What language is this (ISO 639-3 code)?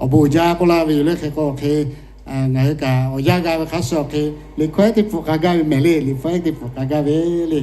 lhu